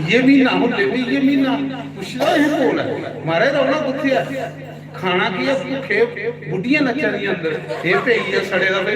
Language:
Dogri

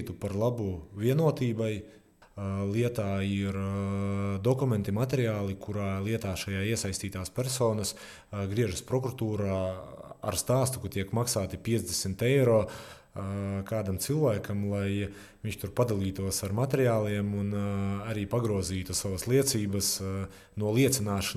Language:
Latvian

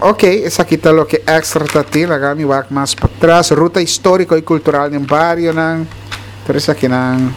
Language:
Papiamento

